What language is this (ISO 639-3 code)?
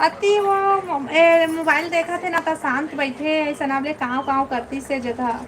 hne